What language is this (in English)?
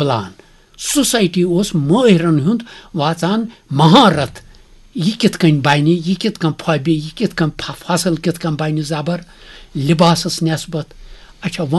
Kashmiri